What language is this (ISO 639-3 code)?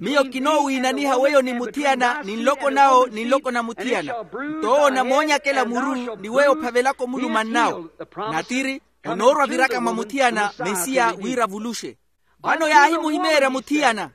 vmw